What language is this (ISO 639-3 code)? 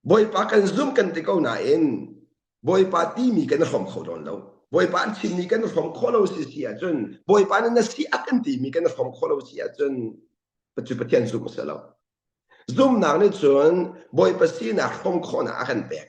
cnh